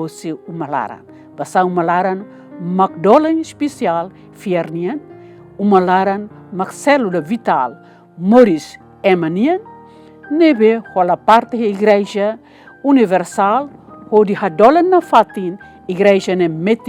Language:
Tetum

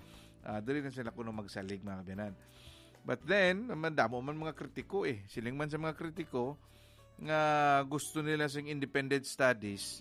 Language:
Hiligaynon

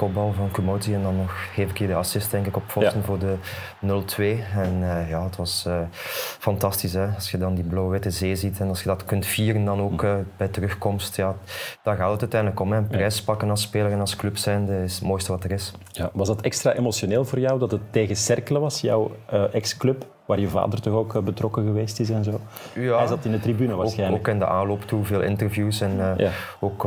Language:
Dutch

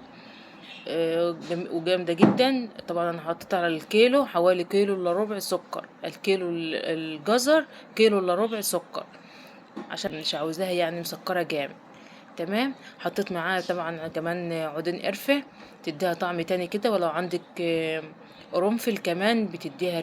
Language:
Egyptian Arabic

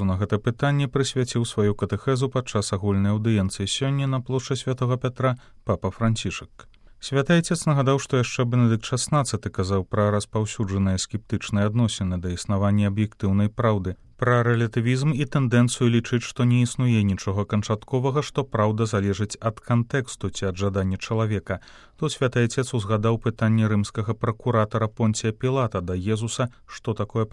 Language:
Belarusian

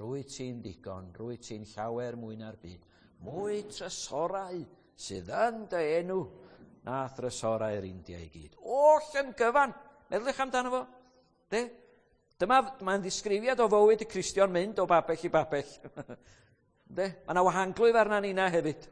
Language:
Welsh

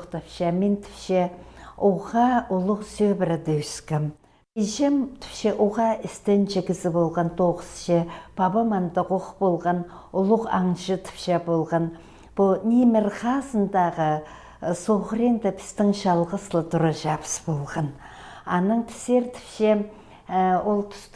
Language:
Khakas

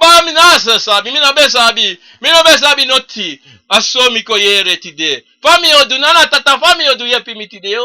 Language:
Sranan Tongo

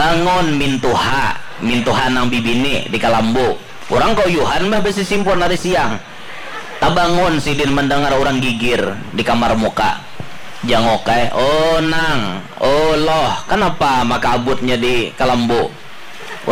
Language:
Banjar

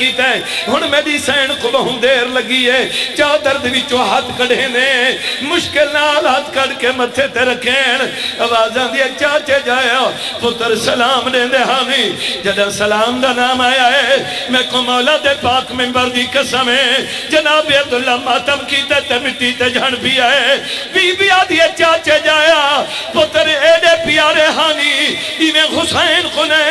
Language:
Saraiki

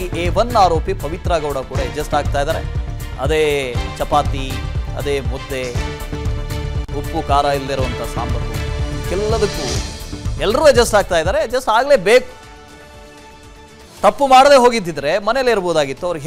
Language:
Kannada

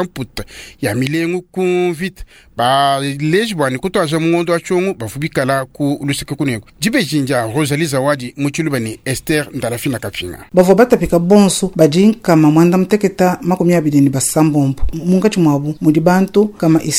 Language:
Luba-Lulua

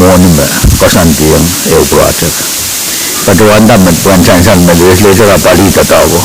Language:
Pohnpeian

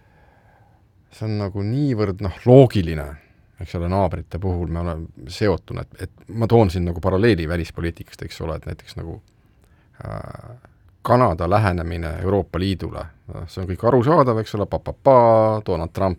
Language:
Estonian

